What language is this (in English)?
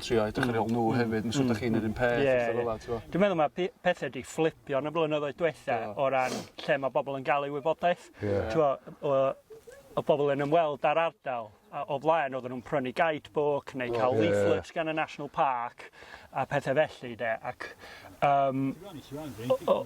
Welsh